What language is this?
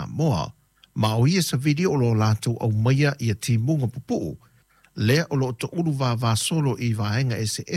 Samoan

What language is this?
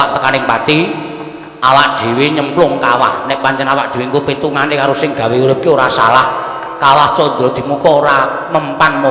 Javanese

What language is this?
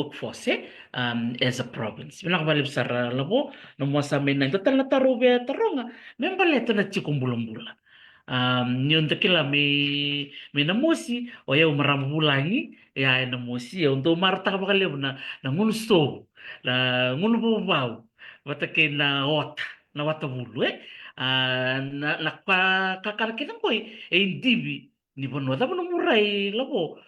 Fijian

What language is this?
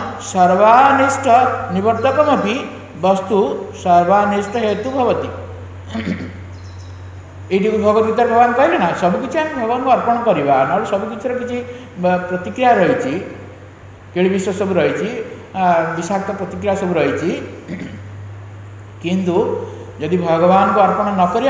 Odia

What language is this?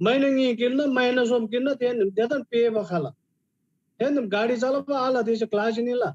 Eastern Tamang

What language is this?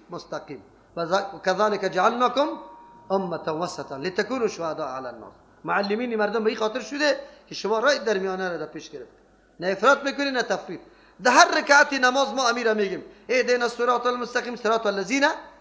Persian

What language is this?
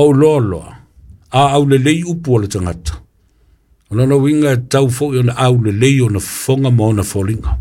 Samoan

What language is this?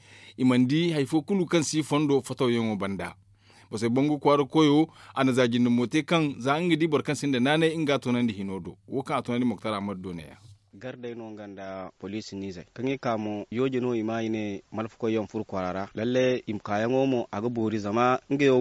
Zarma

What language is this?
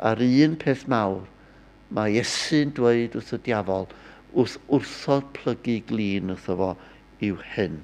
Welsh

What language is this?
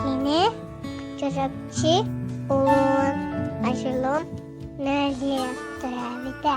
Yakut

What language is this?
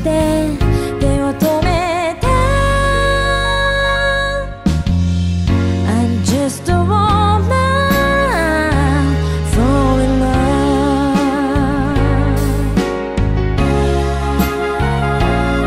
Japanese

